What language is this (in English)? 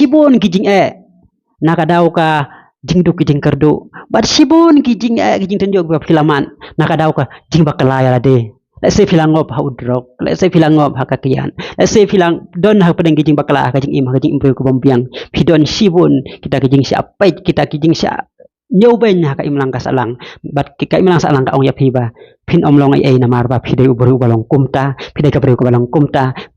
Khasi